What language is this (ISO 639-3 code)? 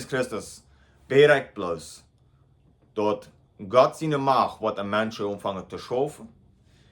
pdt